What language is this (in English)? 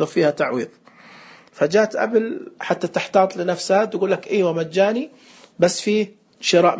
Najdi Arabic